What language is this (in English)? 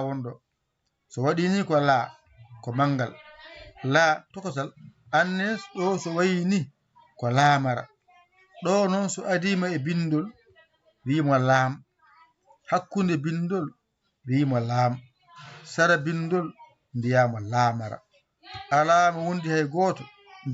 Fula